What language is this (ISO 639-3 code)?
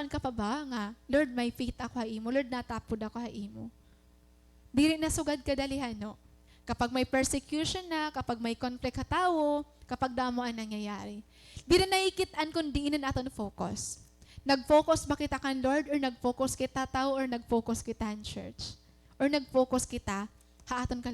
war